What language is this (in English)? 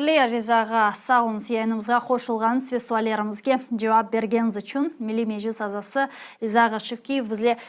Crimean Tatar